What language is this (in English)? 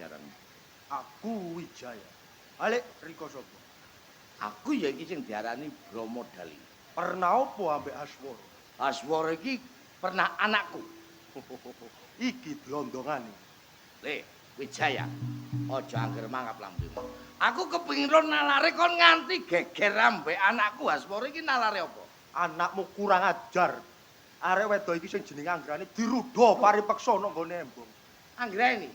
Javanese